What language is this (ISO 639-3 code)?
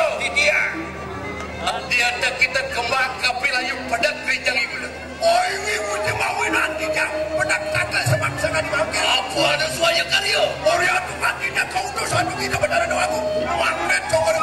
ban